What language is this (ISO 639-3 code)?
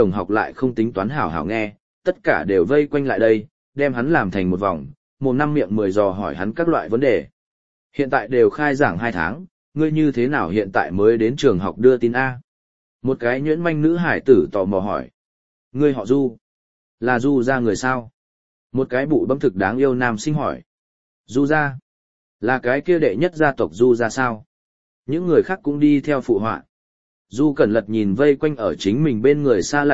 vie